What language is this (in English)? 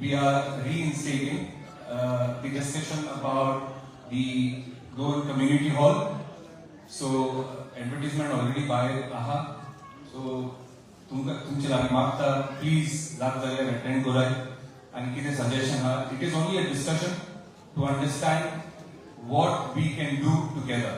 Konkani